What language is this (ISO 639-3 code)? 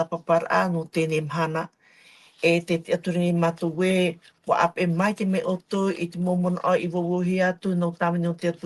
tah